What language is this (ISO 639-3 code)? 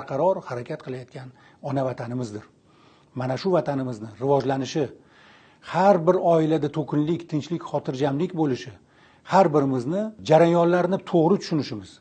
uzb